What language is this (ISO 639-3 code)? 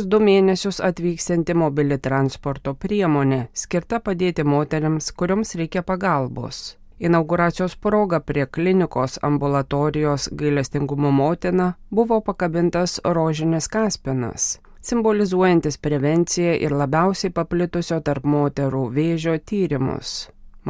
lit